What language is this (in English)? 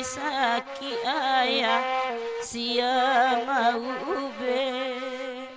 Minangkabau